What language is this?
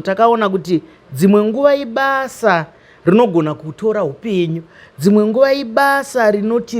Shona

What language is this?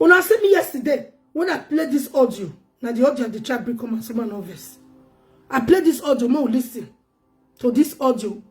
Nigerian Pidgin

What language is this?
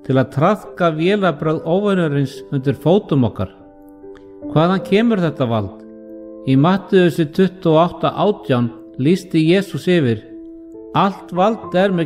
Icelandic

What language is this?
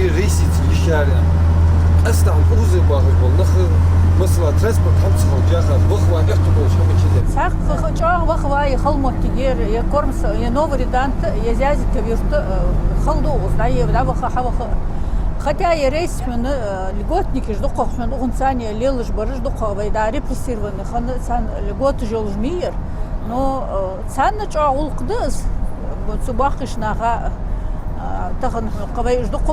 Ingush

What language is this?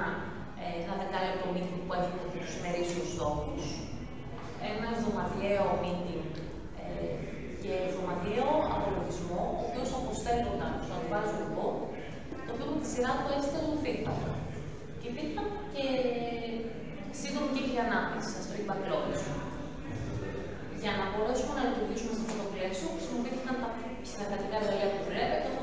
Greek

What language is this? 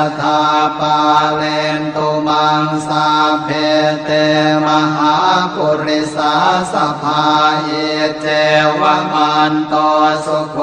Pali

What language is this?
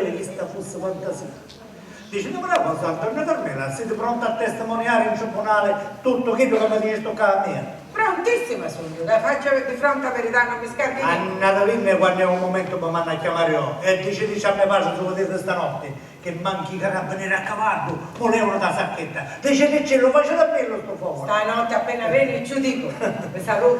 Sicilian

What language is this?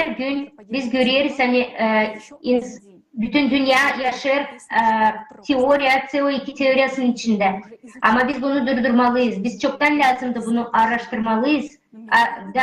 Gagauz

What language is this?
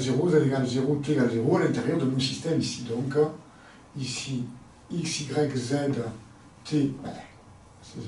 French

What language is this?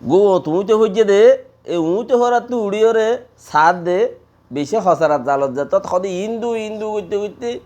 Rohingya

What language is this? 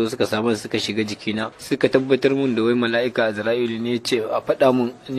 Hausa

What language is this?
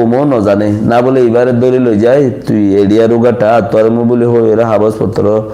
Rohingya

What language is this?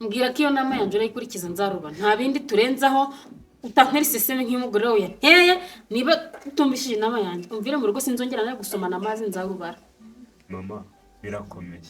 Kinyarwanda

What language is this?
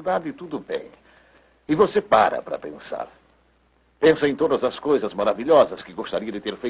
Portuguese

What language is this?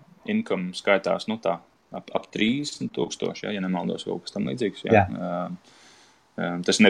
Latvian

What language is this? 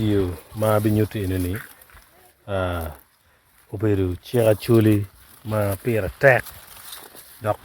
Acoli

